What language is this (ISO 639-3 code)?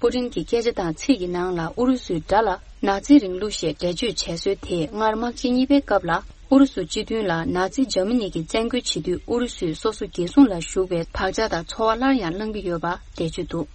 bod